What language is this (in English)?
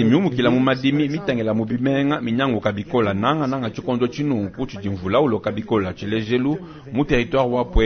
Luba-Lulua